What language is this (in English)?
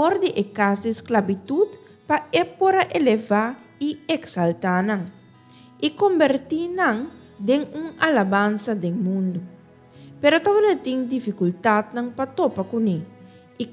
Papiamento